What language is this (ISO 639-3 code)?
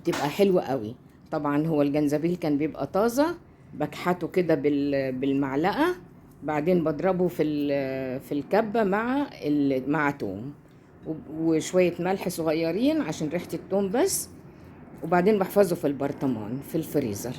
arz